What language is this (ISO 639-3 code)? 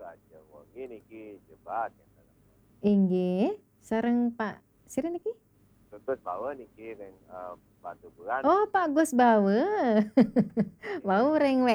ban